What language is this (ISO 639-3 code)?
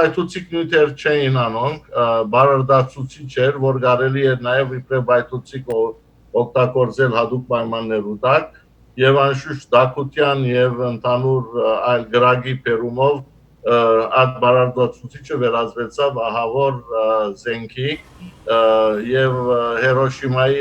hyw